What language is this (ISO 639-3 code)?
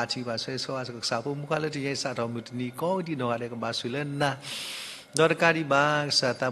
ksw